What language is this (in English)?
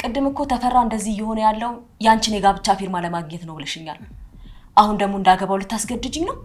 Amharic